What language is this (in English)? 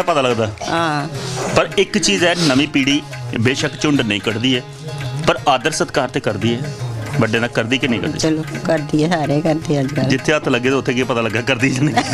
Dogri